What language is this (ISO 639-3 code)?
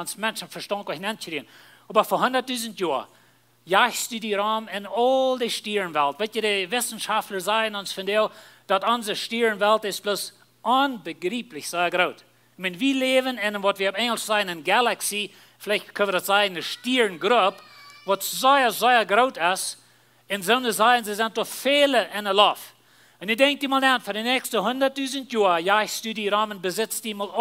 pdt